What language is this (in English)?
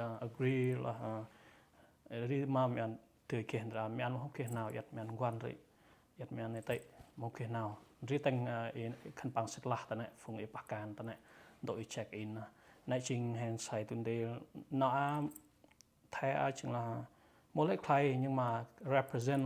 Central Mnong